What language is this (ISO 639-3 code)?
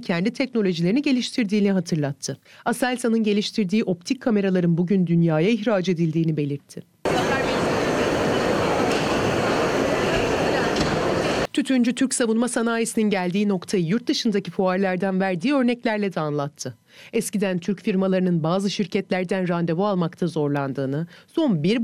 tur